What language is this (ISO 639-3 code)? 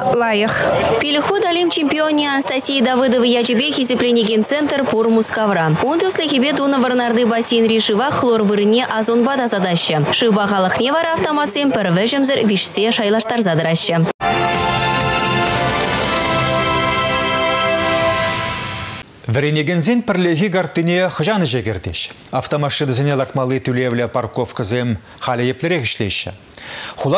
chv